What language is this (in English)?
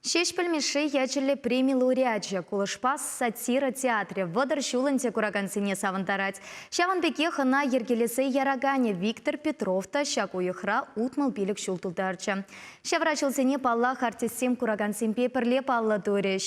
Chuvash